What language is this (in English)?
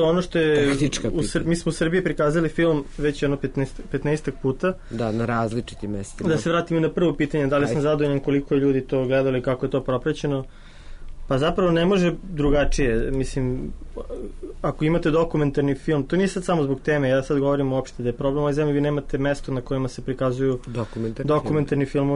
Serbian